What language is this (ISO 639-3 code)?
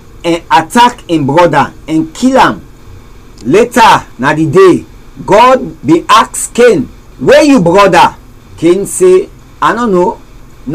kri